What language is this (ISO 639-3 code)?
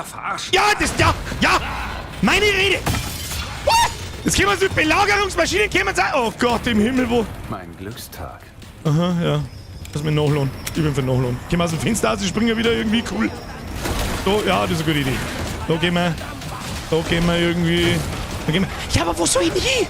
bar